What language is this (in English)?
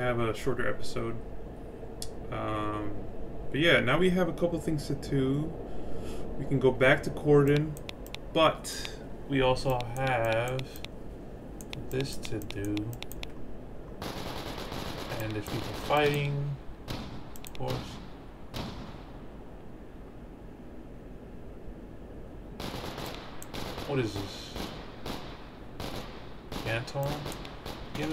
English